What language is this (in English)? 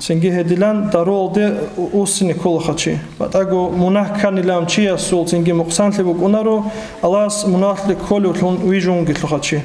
Avaric